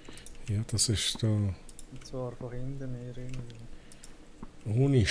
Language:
Swiss German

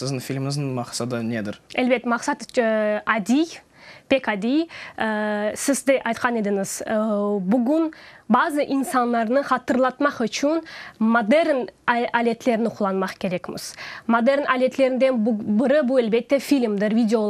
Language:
Crimean Tatar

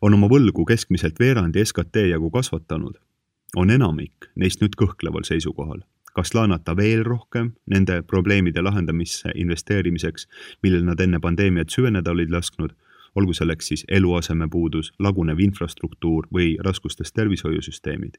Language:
Estonian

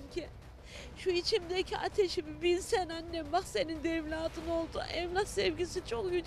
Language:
Turkish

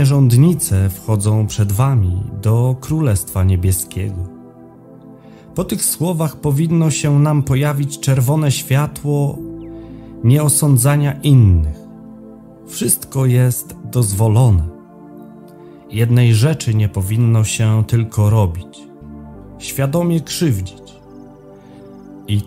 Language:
Polish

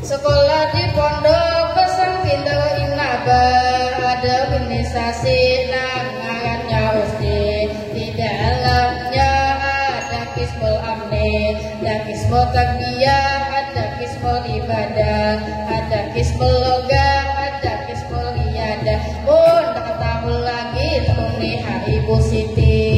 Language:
Banjar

